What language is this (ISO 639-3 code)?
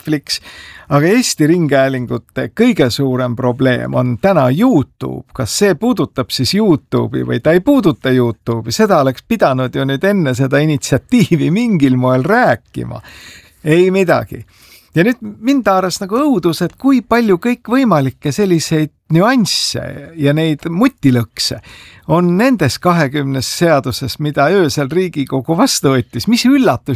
est